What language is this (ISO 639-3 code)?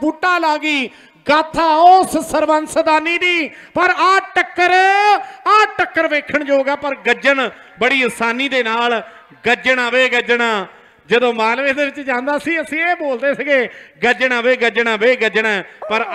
pan